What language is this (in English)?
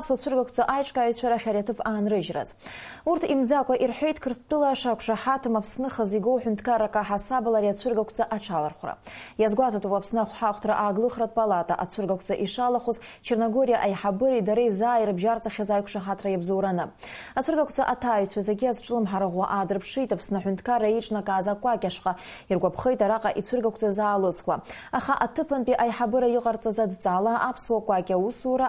Abkhazian